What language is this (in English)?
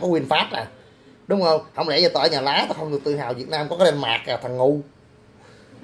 Vietnamese